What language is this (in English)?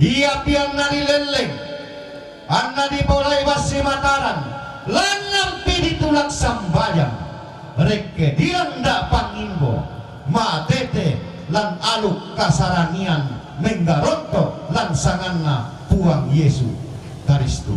Toraja-Sa'dan